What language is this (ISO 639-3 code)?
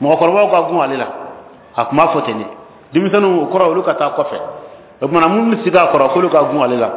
bam